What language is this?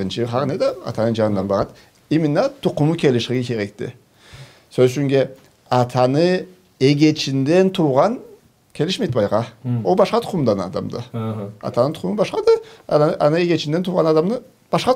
Karachay-Balkar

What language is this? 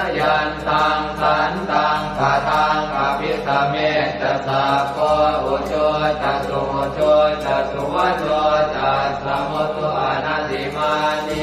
Pali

